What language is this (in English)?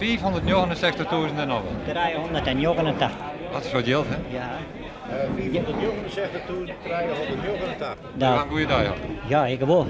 Western Frisian